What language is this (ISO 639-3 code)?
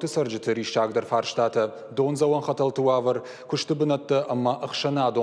oss